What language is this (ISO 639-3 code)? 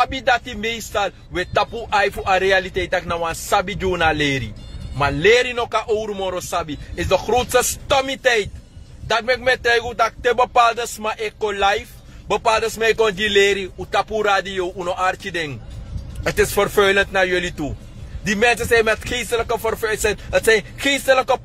srn